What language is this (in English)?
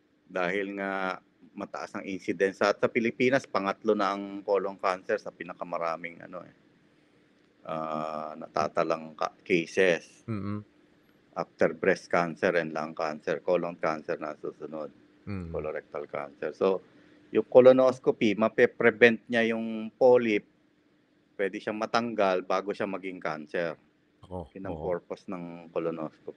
Filipino